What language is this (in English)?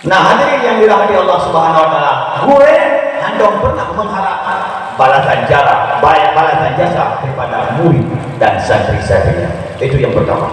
Achinese